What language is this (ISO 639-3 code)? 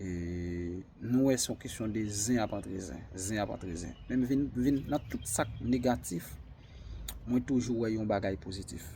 hat